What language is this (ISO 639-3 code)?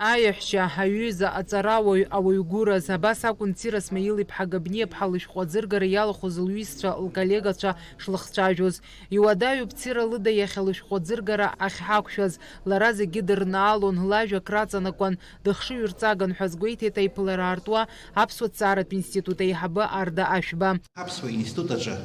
abk